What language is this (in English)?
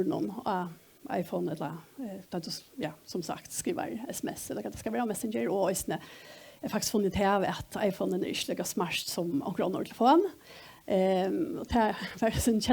Faroese